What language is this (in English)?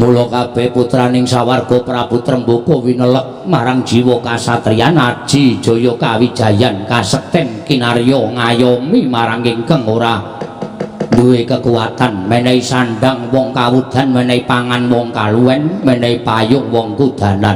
Javanese